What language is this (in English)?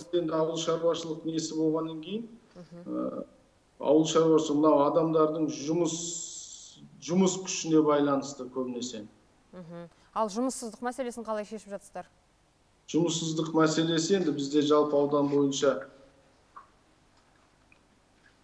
Kazakh